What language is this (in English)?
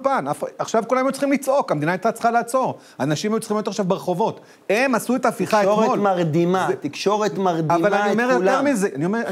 Hebrew